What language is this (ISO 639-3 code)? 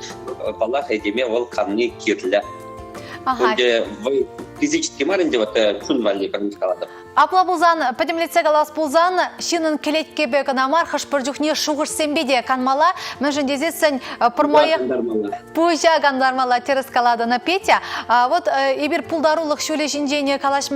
chv